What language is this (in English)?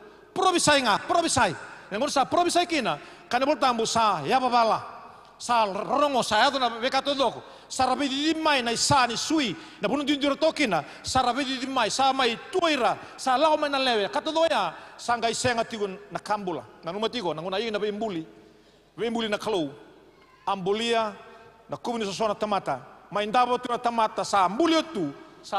Fijian